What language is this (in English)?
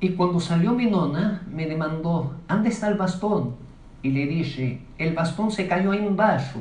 Ladino